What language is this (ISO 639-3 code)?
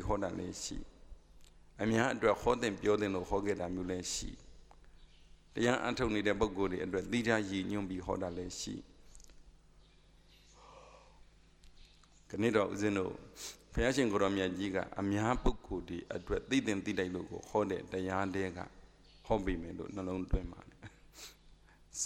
mya